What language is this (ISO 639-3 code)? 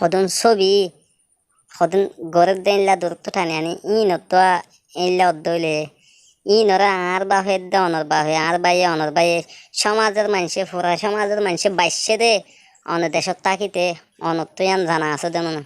rhg